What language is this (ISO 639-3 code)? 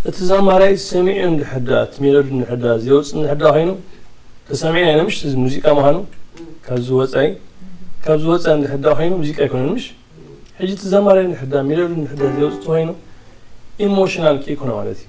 tir